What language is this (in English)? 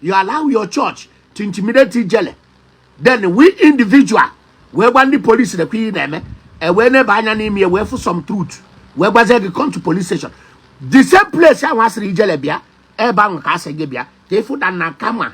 Igbo